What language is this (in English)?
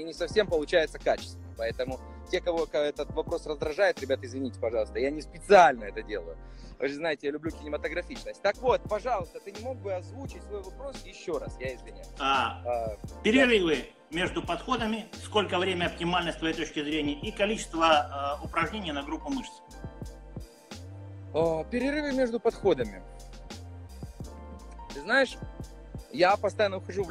Russian